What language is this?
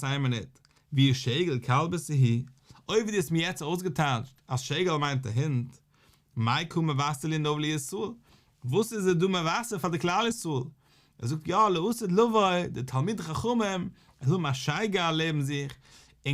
Yiddish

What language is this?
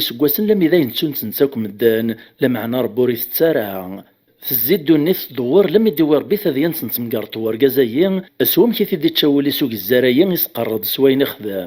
Kabyle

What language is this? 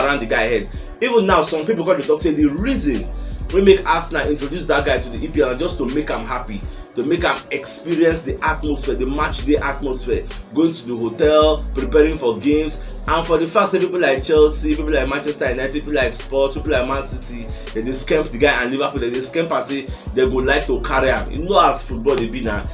Nigerian Pidgin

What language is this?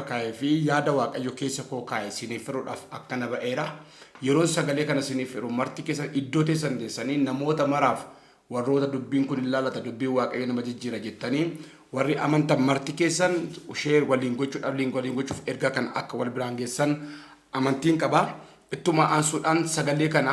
Oromo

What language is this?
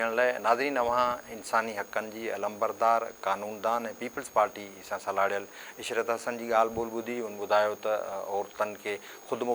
Sindhi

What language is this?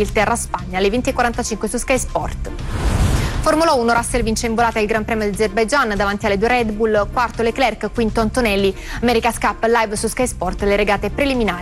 Italian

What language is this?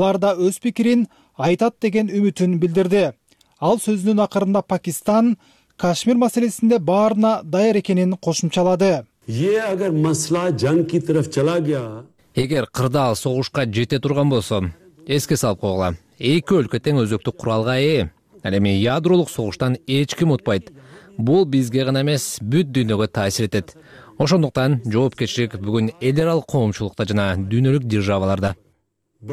Kyrgyz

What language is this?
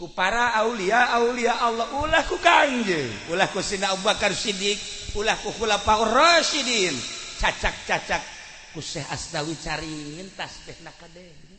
Sundanese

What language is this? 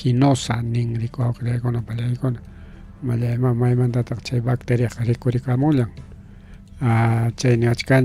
Ayacucho Quechua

